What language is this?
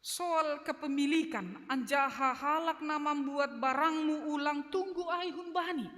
Batak Simalungun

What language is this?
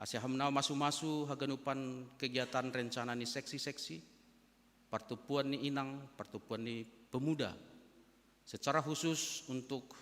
Batak Simalungun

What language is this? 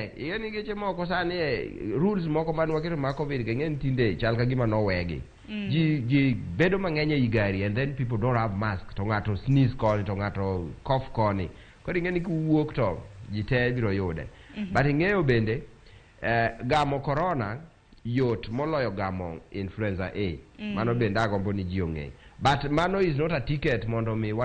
Luo (Kenya and Tanzania)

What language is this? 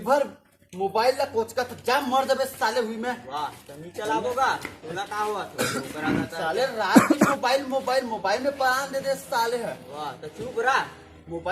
Chhattisgarhi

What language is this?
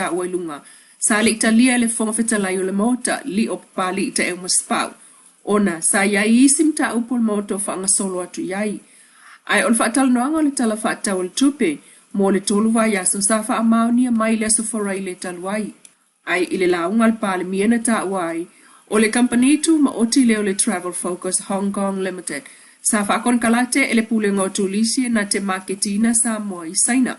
Samoan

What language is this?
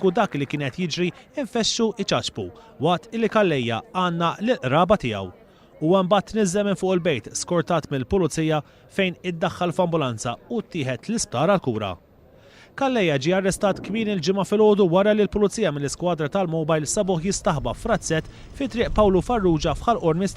Maltese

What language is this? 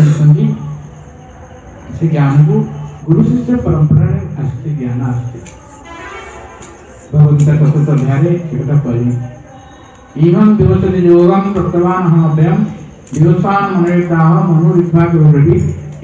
Odia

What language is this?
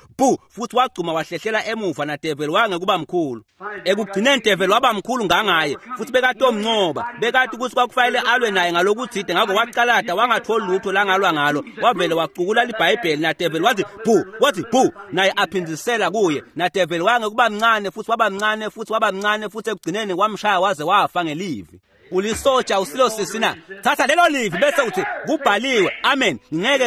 Swati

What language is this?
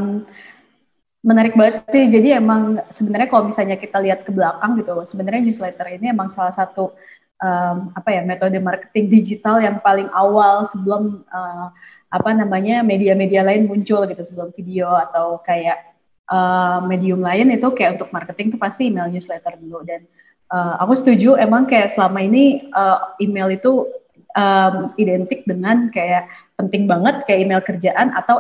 Indonesian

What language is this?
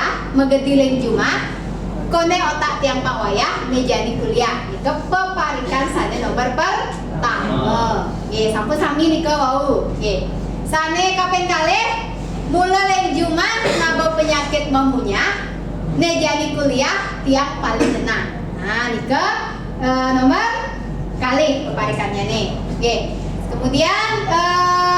Balinese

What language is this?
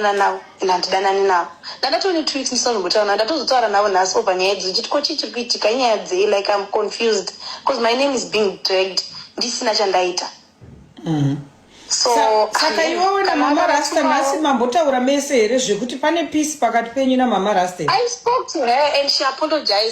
Shona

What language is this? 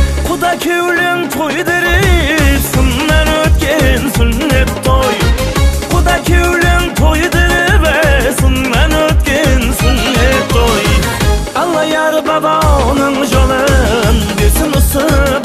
Kara-Kalpak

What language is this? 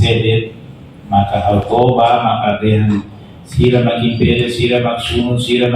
Tetum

